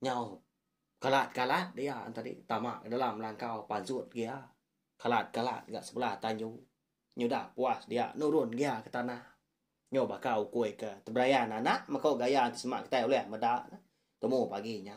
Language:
Iban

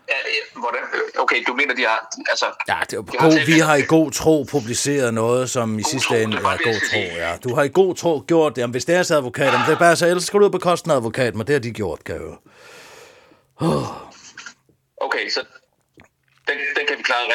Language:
Danish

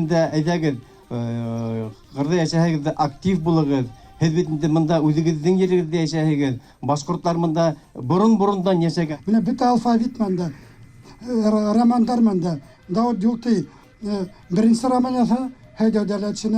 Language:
Bashkir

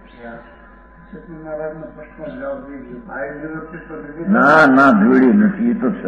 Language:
Gujarati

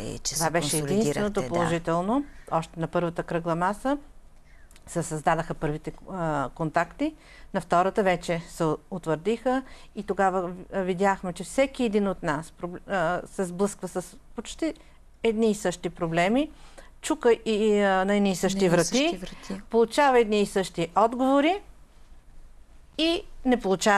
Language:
Bulgarian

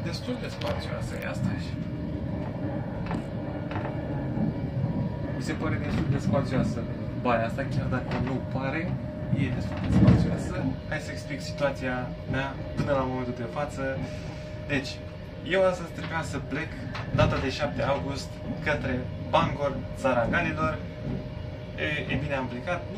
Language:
Romanian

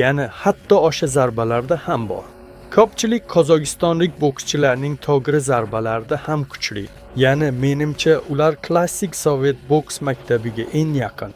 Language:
Uzbek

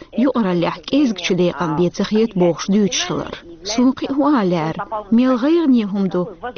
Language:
Chechen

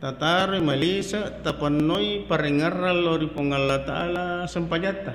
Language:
Buginese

